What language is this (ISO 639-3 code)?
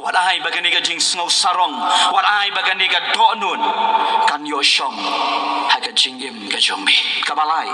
kha